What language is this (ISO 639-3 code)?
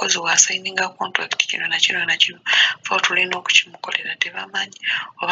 lug